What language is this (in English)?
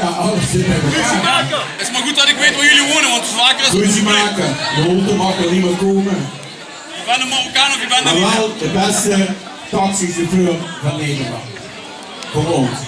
Limburgish